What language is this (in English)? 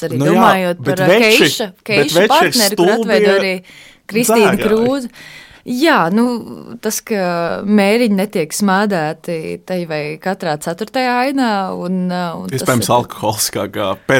Latvian